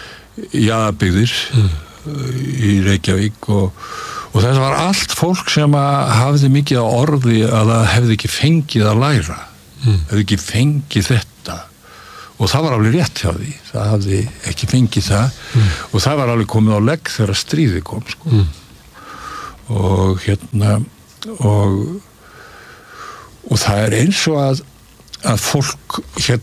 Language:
Icelandic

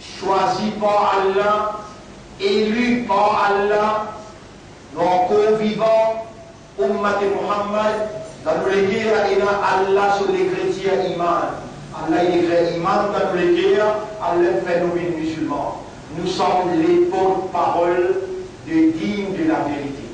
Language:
Morisyen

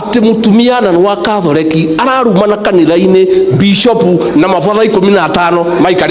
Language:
Kikuyu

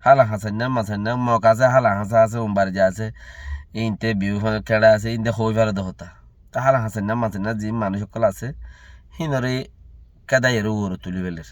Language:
Rohingya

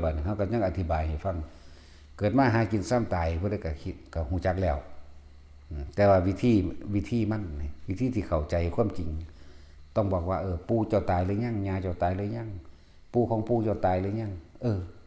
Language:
Northeastern Thai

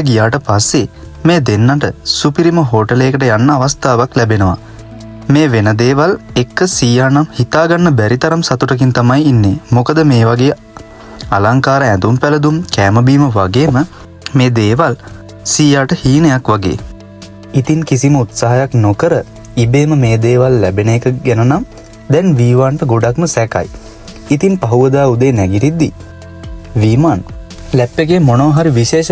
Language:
Sinhala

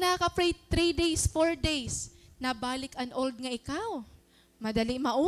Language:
Waray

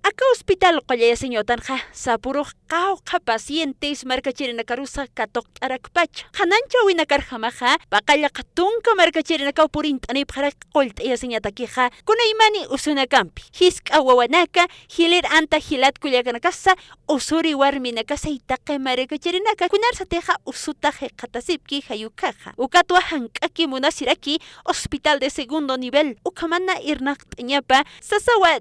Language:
Aymara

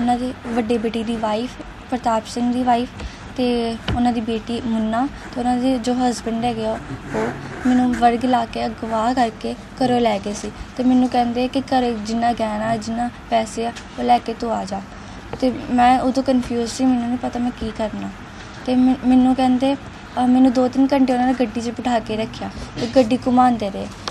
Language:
Punjabi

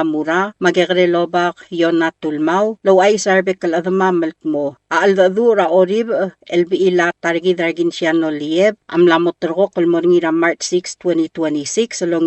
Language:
Palauan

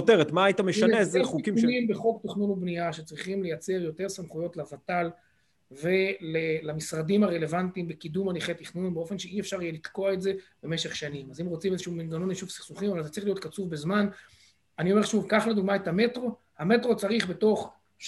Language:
Hebrew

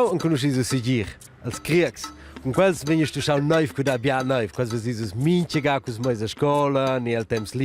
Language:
Romansh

